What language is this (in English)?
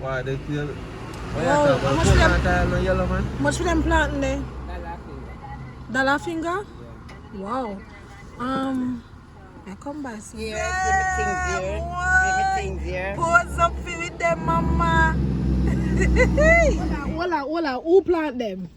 Jamaican Creole English